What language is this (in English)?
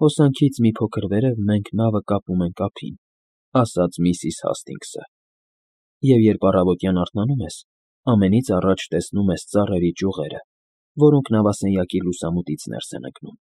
Armenian